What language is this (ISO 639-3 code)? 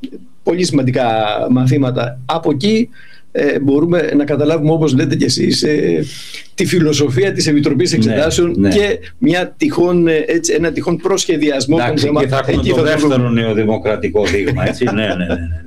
ell